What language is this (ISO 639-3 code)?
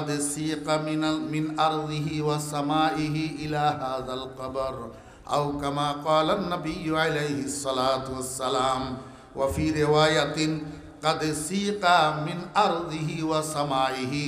ben